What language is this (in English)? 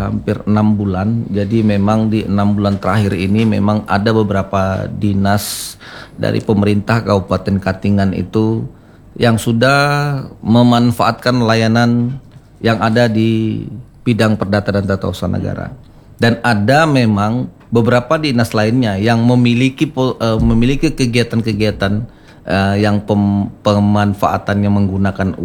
Indonesian